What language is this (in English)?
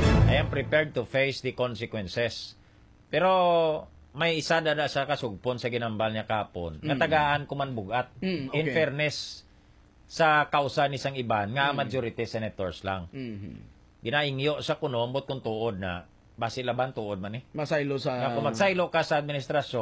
Hiligaynon